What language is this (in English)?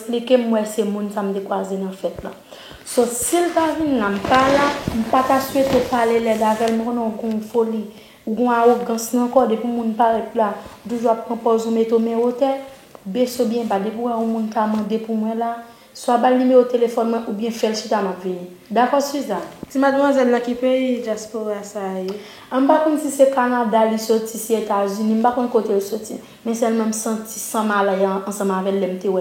Haitian Creole